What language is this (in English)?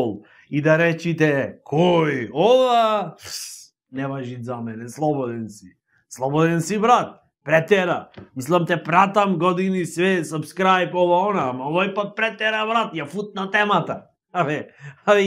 Macedonian